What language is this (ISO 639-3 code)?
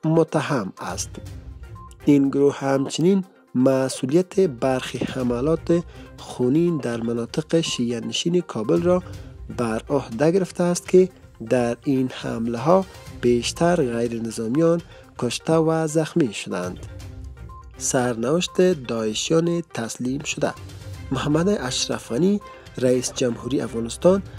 fas